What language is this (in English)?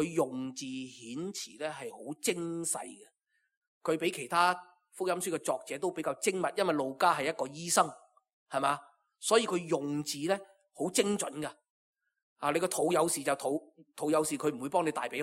Cantonese